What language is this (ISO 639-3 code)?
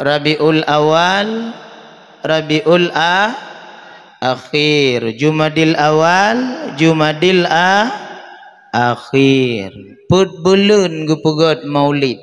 ace